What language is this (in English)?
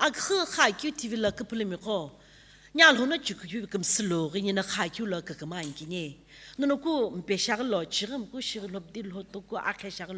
Sumi Naga